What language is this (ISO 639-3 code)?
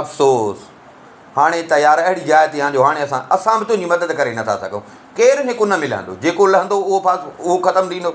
snd